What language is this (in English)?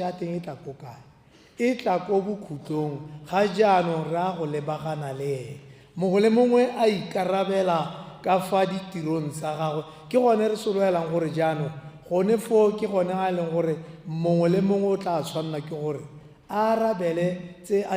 Tswana